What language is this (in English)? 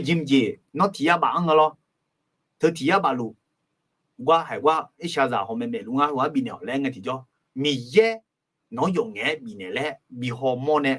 Akha